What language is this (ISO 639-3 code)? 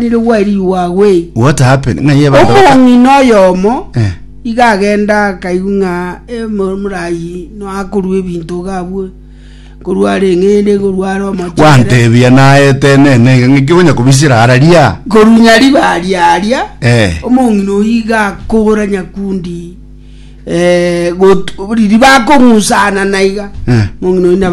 guz